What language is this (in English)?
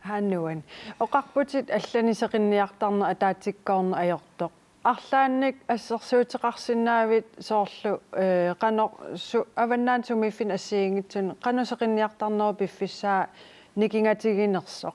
Kalaallisut